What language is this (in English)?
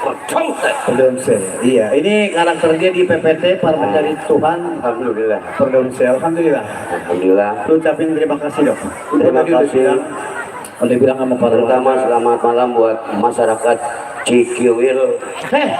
Betawi